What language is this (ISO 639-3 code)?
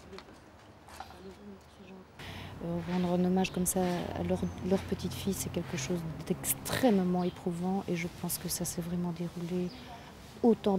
fra